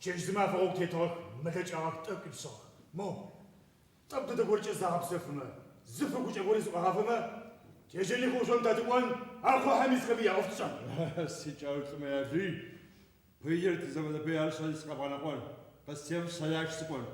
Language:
Adyghe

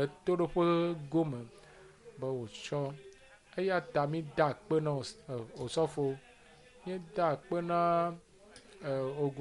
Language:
Ewe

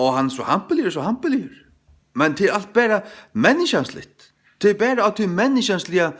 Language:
Faroese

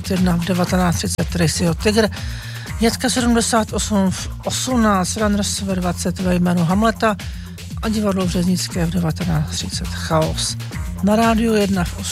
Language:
Czech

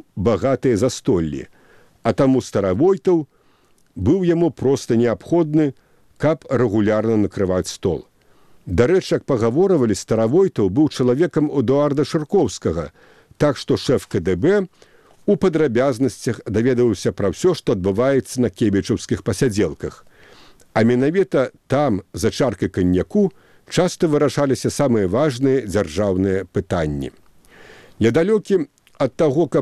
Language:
Belarusian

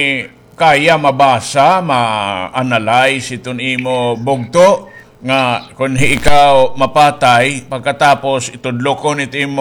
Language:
Waray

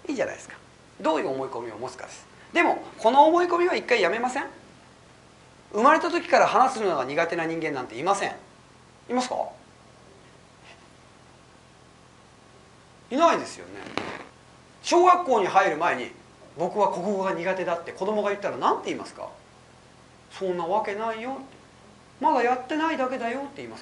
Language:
Japanese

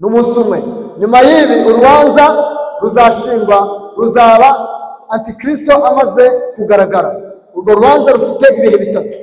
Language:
Kinyarwanda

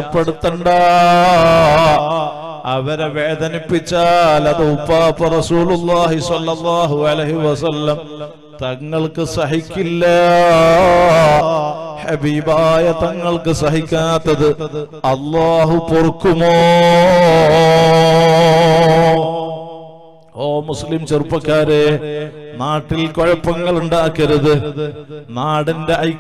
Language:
Malayalam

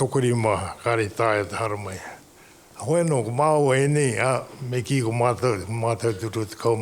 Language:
Māori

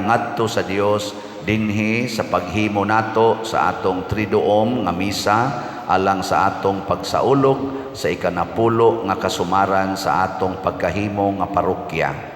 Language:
Cebuano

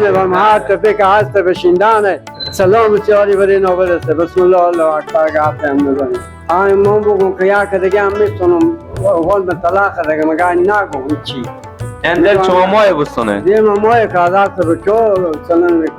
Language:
Persian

